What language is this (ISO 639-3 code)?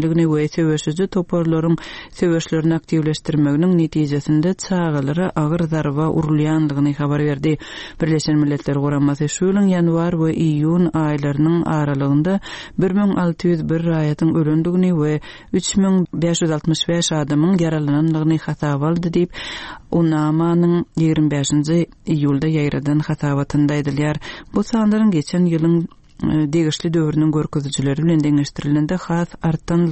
tuk